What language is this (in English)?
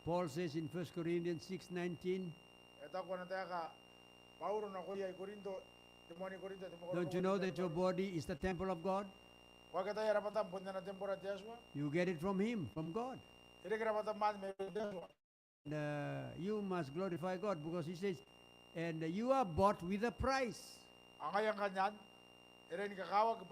Gilbertese